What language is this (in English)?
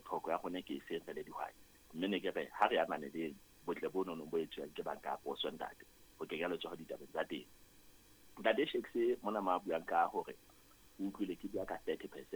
Southern Sotho